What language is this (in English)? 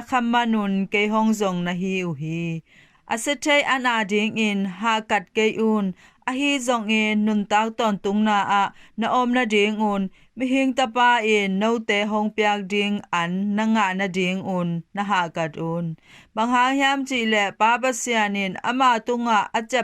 Tedim Chin